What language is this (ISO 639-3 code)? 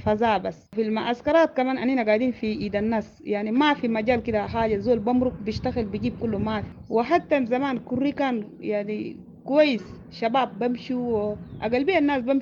apd